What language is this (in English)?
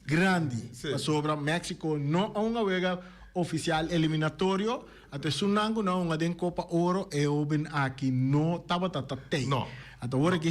Papiamento